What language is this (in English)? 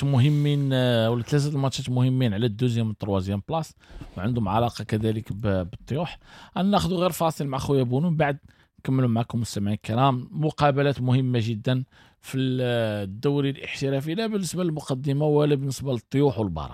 Moroccan Arabic